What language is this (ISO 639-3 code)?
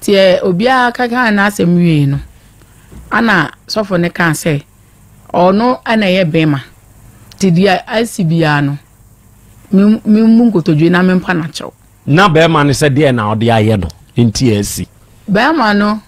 aka